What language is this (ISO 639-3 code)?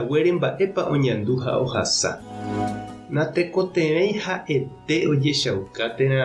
grn